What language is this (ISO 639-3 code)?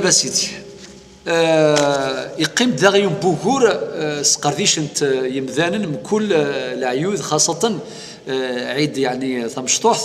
kab